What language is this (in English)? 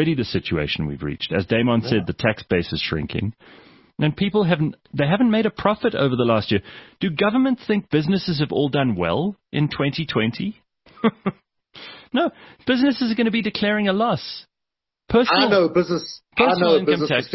English